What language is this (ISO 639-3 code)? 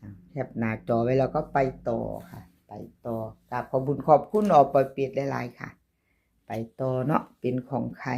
tts